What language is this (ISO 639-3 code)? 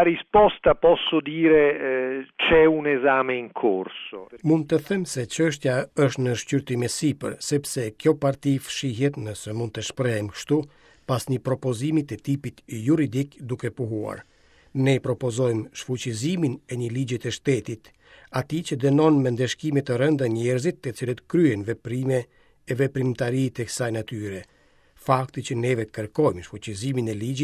sqi